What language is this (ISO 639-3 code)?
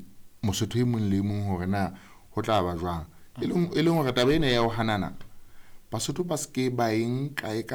sot